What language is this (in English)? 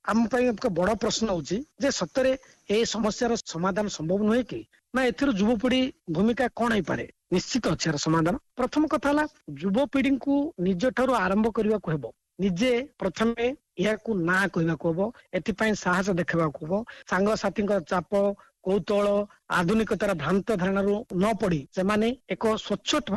Odia